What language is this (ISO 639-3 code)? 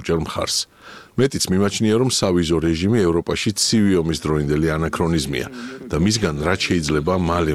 kat